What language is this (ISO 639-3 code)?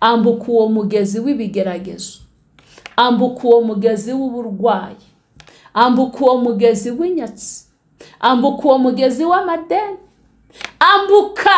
kin